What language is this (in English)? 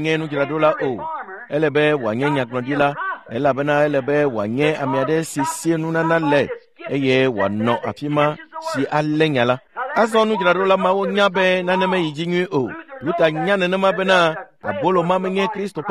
Ewe